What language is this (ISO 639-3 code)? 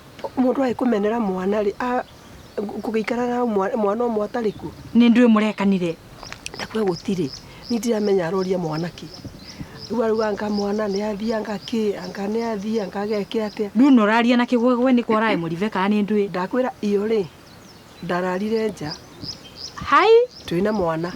kik